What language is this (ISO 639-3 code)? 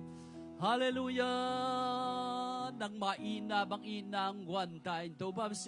ctd